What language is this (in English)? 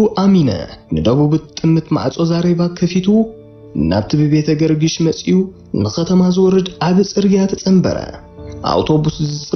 Tigrinya